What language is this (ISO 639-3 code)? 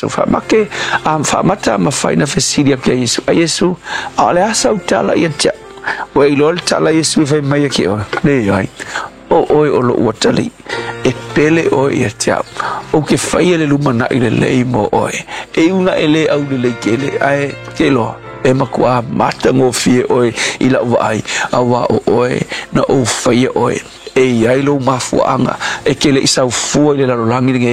smo